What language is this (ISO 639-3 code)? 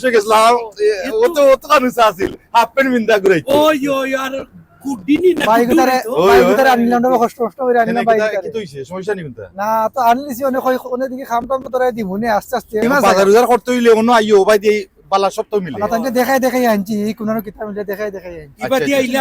syl